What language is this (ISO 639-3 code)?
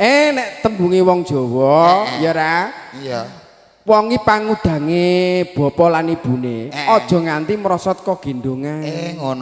jav